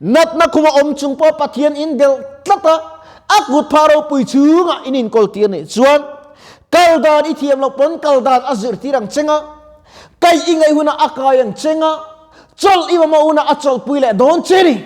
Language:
Mizo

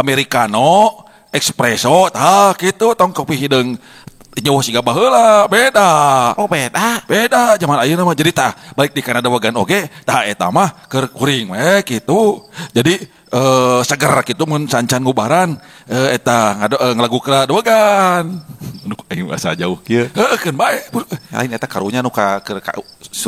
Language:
Sundanese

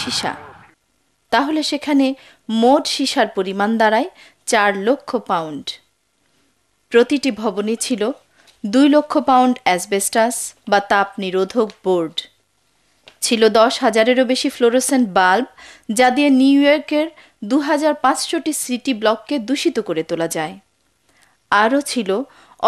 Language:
Bangla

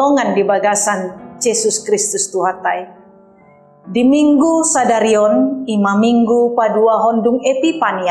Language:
Batak Toba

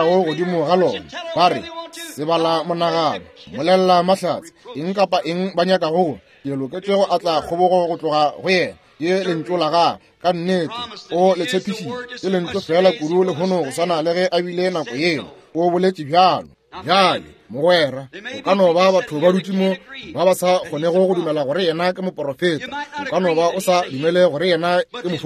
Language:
Northern Sotho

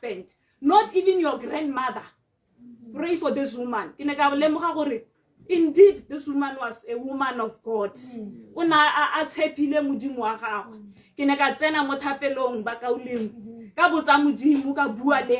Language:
Tswana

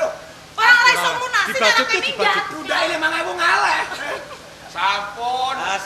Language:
Javanese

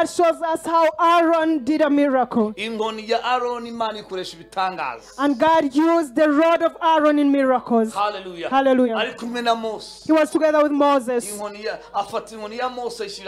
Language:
Kinyarwanda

